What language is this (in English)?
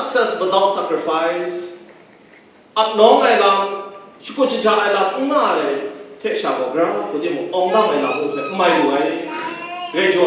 Kachin